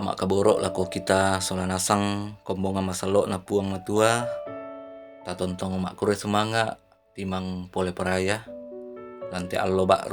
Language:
Toraja-Sa'dan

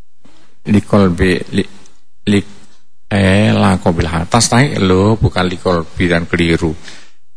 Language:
Javanese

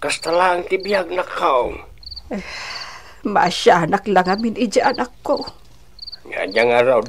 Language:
Iloko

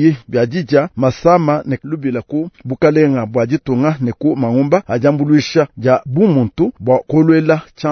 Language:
Luba-Lulua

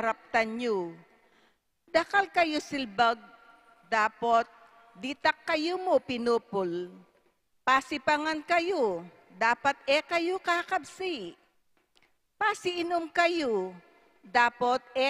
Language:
Pampanga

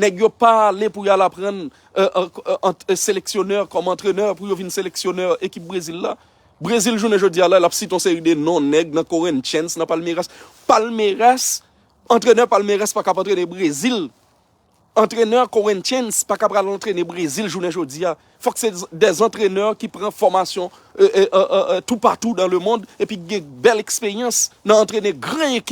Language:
Haitian Creole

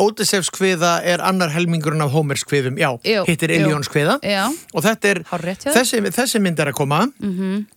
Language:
Icelandic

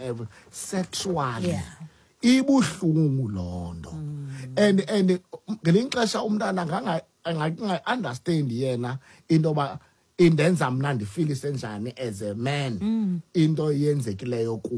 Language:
Xhosa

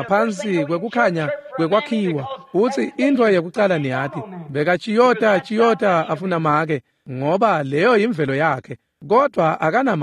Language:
Swati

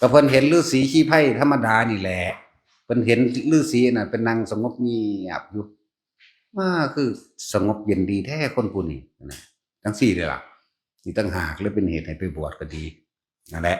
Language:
Northeastern Thai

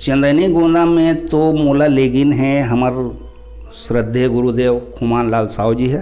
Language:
Chhattisgarhi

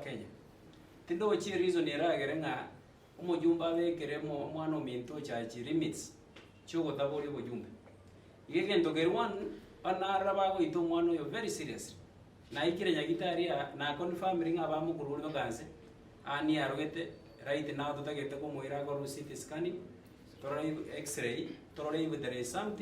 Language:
Gusii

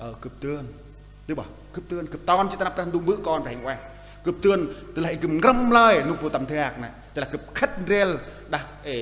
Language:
Central Mnong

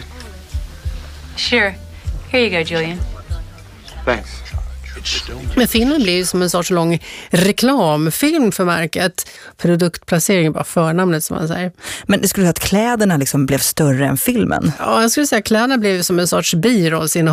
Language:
Swedish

